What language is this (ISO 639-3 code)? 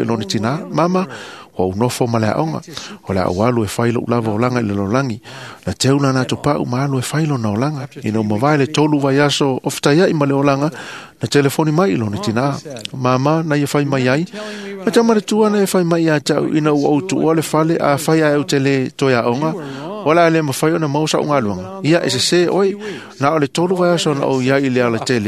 smo